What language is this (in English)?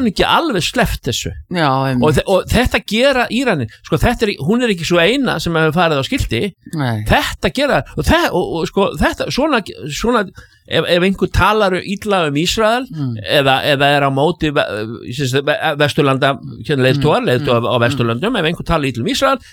Icelandic